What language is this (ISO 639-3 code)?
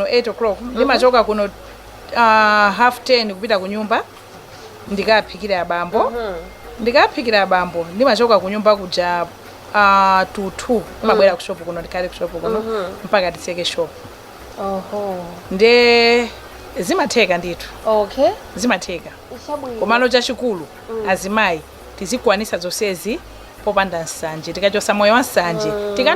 nya